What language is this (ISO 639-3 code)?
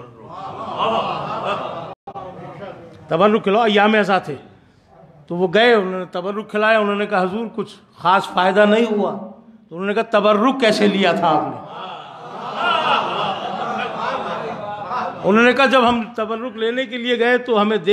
urd